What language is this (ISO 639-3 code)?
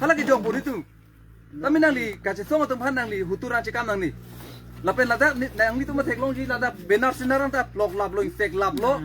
mjw